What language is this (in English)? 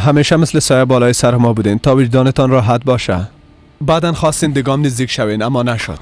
Persian